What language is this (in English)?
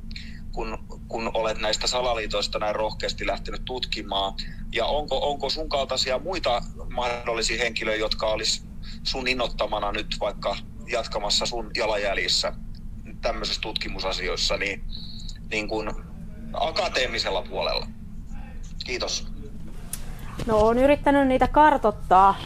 Finnish